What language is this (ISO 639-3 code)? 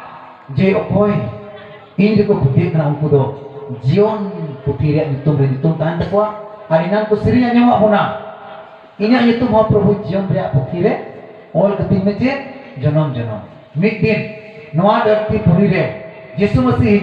sat